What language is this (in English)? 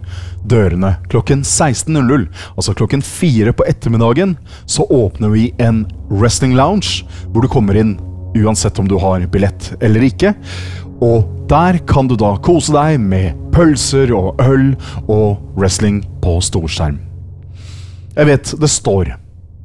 Norwegian